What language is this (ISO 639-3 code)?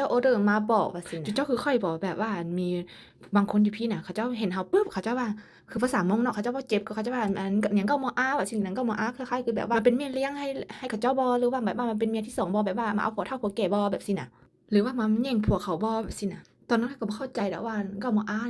lao